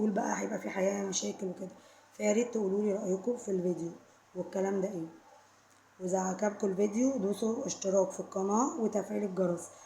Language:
Egyptian Arabic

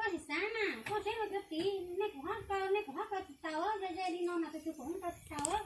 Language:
Hmong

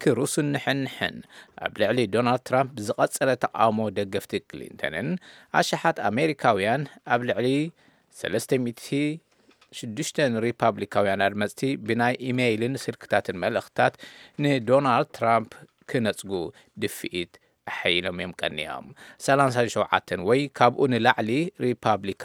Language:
Tigrinya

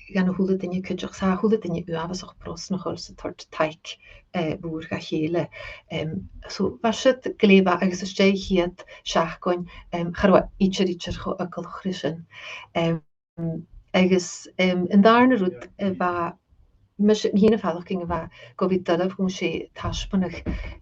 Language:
Scottish Gaelic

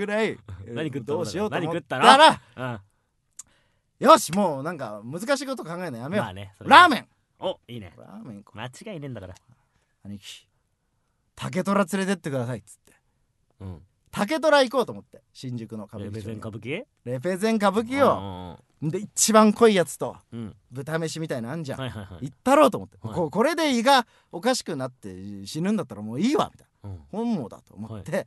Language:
Japanese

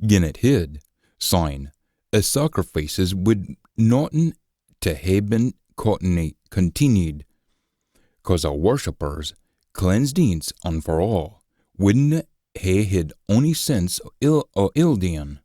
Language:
Scots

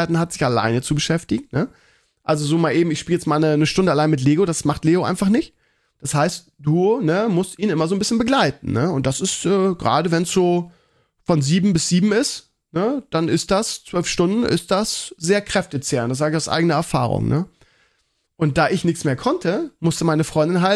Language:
German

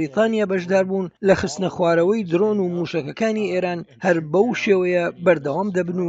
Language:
Central Kurdish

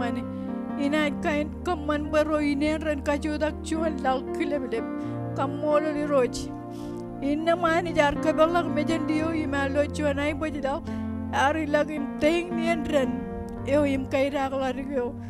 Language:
Marshallese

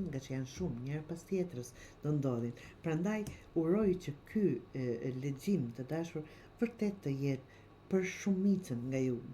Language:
Albanian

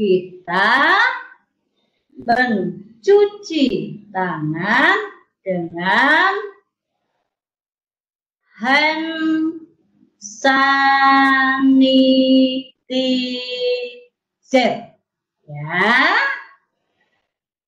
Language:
Indonesian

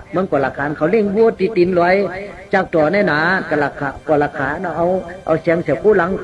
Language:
Shan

